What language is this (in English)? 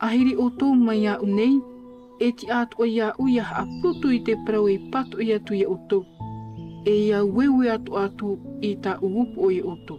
Tahitian